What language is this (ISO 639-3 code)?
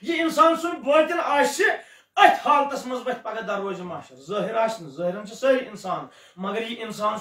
kas